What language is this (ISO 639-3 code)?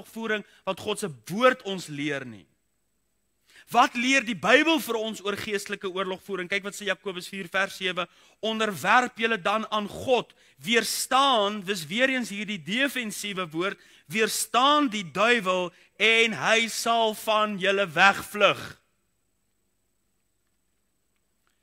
afr